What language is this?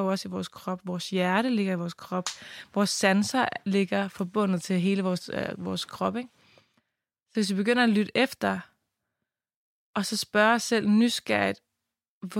Danish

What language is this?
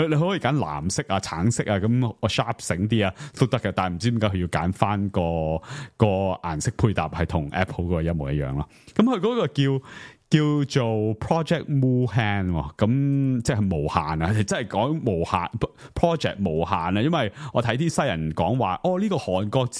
Cantonese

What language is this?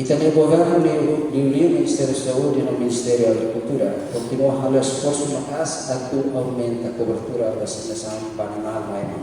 Tetum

